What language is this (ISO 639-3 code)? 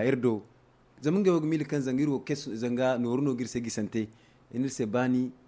dje